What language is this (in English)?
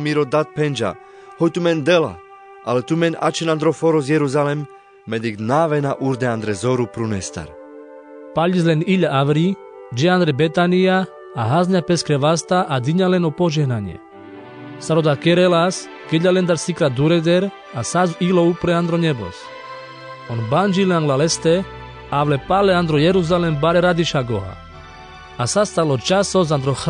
Carpathian Romani